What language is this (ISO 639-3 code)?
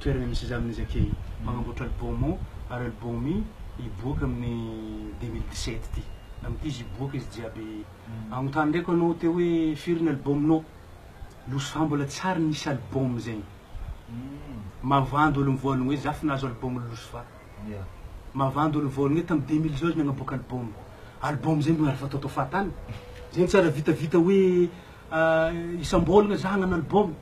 mlg